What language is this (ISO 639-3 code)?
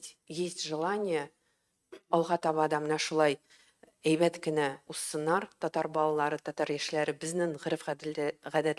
tat